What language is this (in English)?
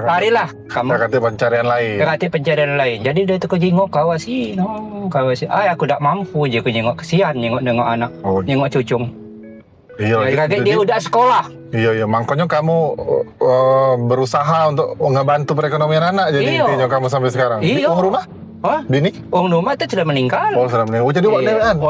Musi